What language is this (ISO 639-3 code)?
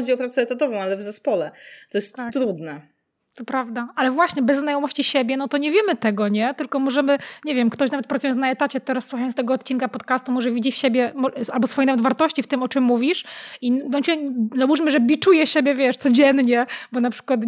pol